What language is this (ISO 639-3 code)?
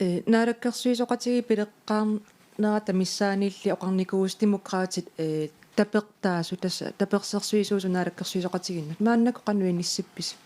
kal